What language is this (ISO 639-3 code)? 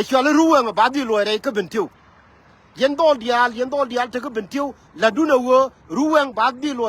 nus